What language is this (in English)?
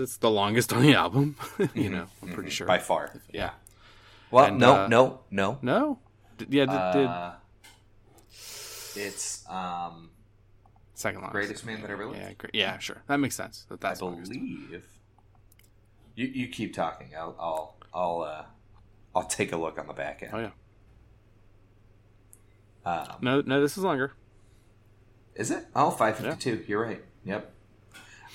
English